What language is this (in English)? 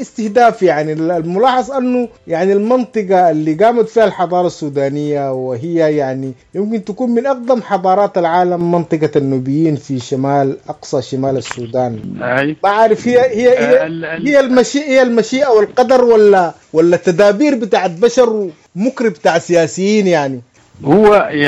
Sudanese Arabic